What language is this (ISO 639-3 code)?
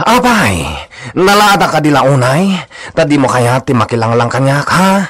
ilo